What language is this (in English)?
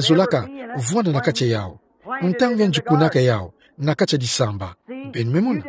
Kituba (Democratic Republic of Congo)